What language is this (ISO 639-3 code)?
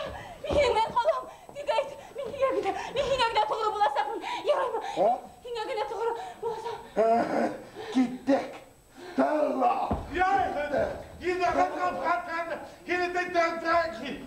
bak